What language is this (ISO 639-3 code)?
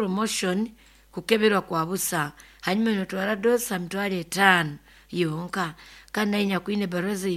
nyo